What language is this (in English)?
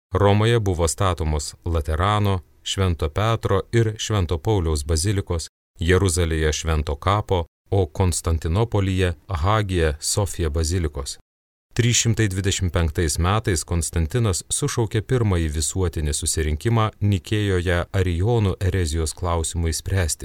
Lithuanian